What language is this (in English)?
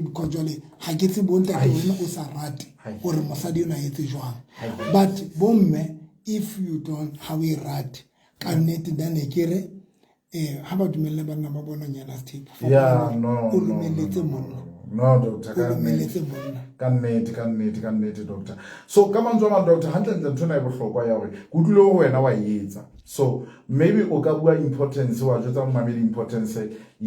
Southern Sotho